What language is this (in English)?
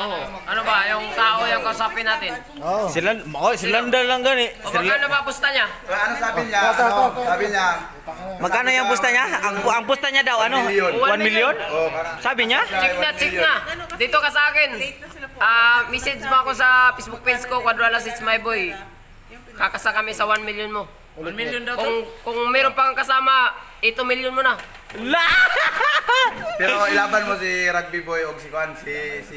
Filipino